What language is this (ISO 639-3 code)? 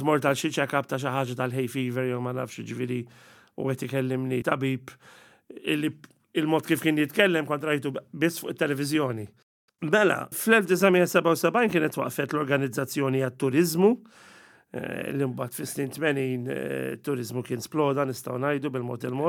mlt